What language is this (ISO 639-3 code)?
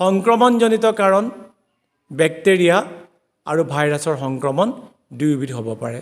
asm